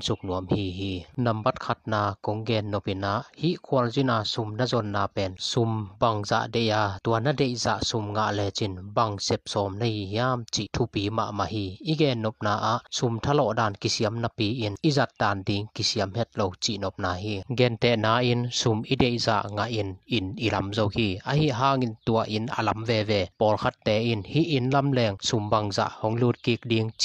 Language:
Tedim Chin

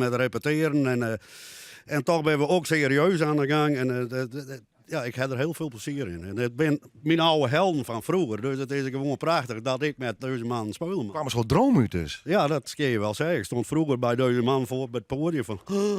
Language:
Western Frisian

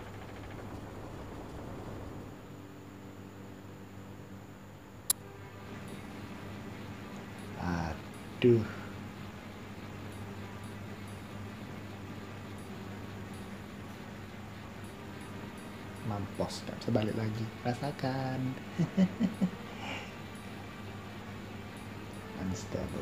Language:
Indonesian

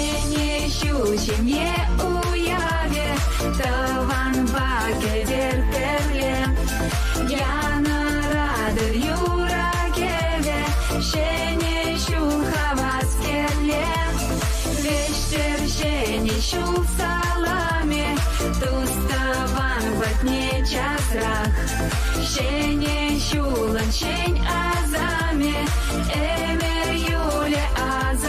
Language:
Chuvash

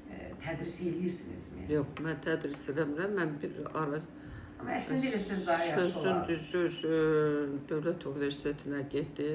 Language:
Azerbaijani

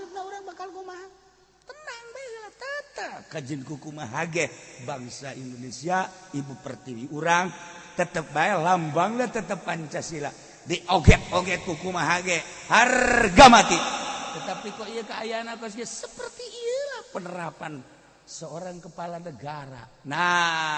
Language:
Sundanese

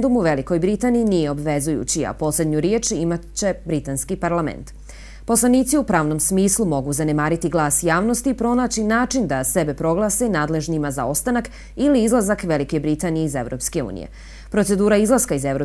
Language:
Bosnian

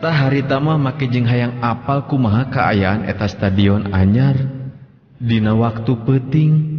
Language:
Sundanese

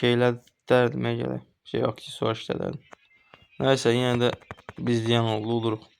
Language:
Azerbaijani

